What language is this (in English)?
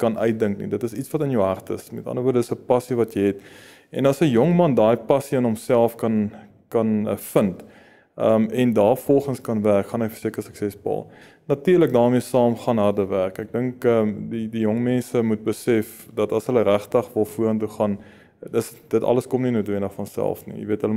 Afrikaans